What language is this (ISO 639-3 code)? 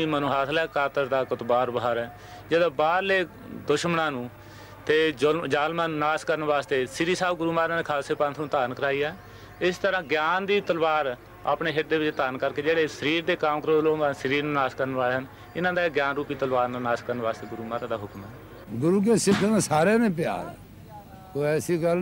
pan